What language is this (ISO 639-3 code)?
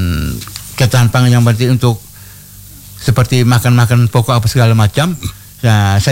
ind